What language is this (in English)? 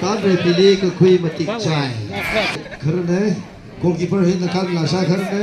Tangkhul Naga (India)